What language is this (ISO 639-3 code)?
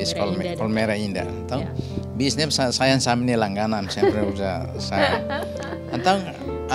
tet